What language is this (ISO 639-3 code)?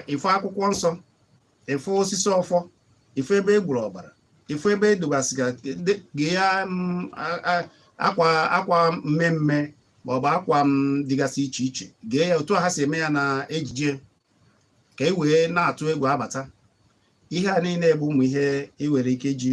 ibo